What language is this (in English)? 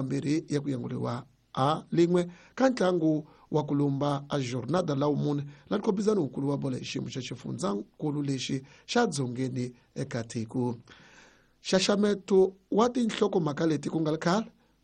Tsonga